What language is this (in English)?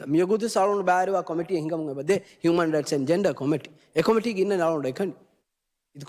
Divehi